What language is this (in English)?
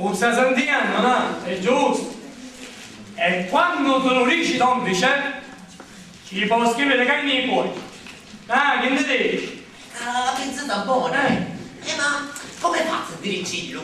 Sicilian